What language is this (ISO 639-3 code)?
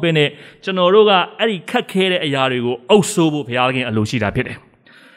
mya